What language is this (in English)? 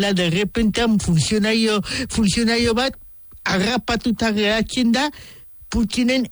Basque